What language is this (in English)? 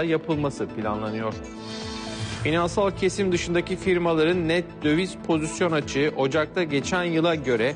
Turkish